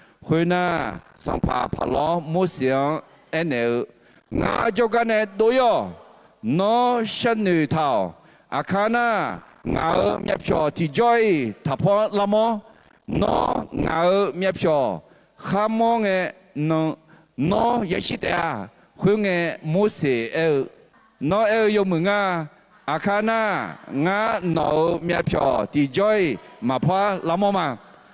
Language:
Akha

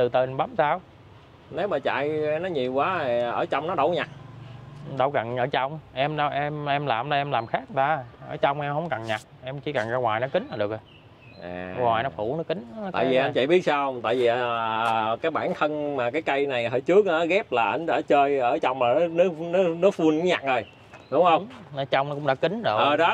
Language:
Vietnamese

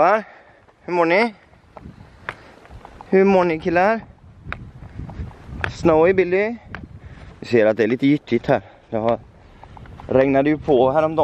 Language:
Swedish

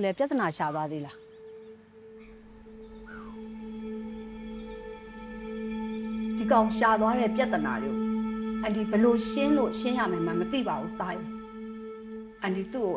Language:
Burmese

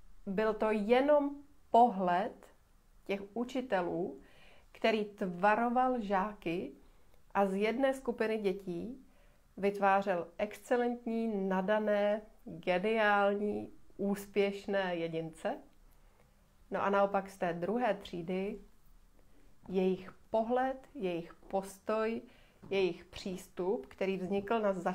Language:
Czech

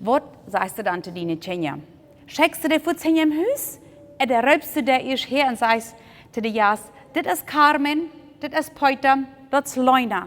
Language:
Plautdietsch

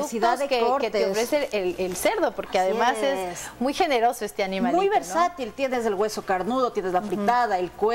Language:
Spanish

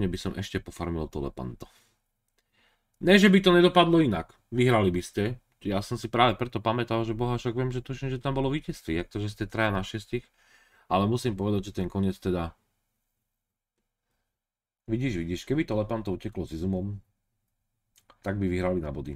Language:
Slovak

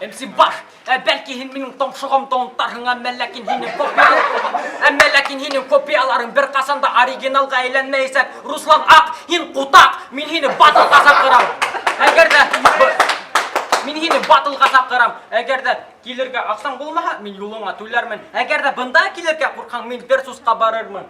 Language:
Bashkir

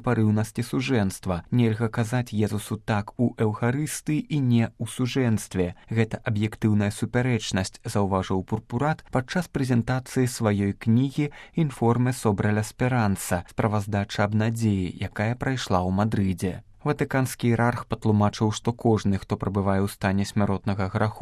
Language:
Belarusian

